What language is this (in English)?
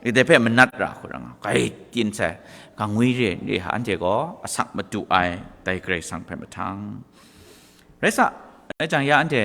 Kachin